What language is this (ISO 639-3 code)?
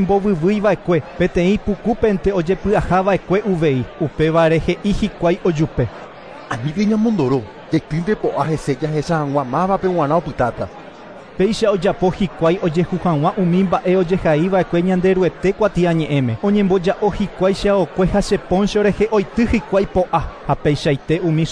grn